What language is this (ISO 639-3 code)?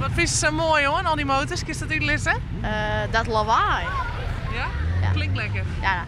fry